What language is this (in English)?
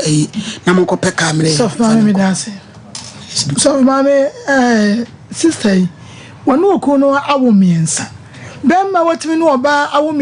Akan